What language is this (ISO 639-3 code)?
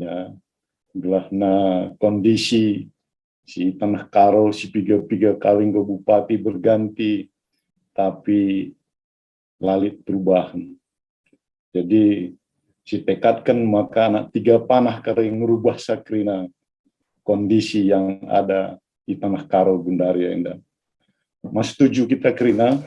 btx